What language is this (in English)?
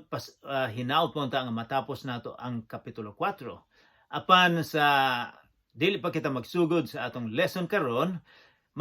Cebuano